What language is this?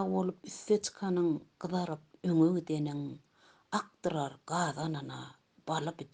Turkmen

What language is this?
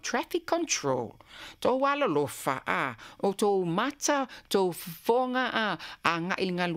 Samoan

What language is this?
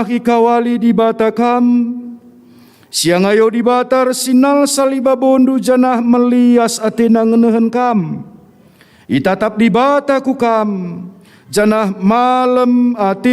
Batak Karo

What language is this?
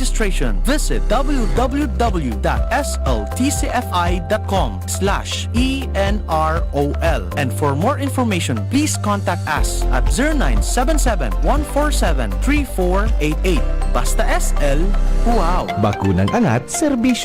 Bikol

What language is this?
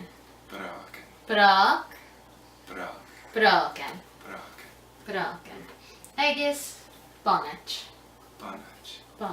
Scottish Gaelic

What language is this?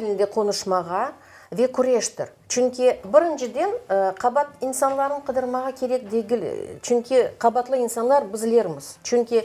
Crimean Tatar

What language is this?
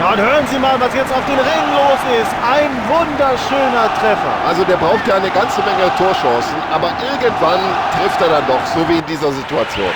Bavarian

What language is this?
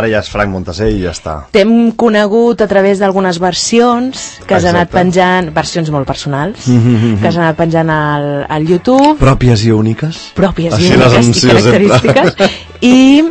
Catalan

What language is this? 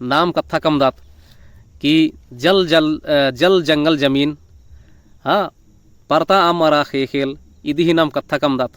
Kurukh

